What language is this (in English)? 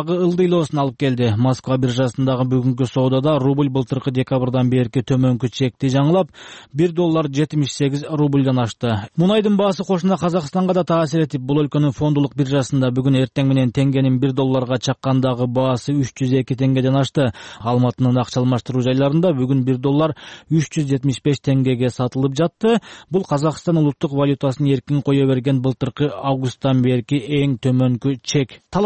Kyrgyz